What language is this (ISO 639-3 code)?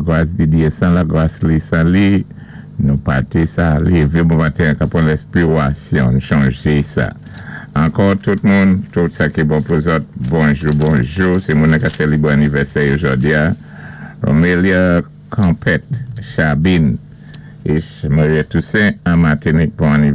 acf